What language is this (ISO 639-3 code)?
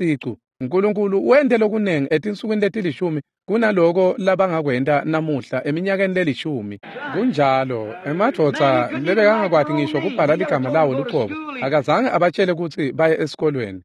ssw